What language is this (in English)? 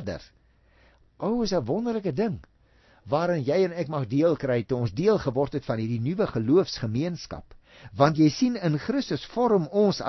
Afrikaans